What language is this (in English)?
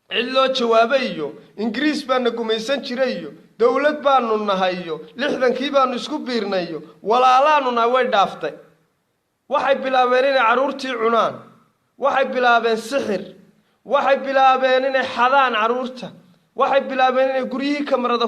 Somali